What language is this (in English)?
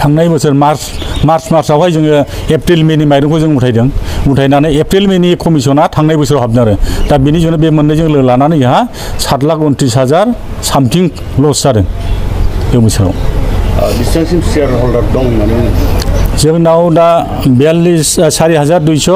Bodo